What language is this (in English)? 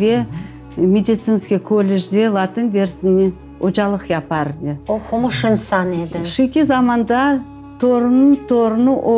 Crimean Tatar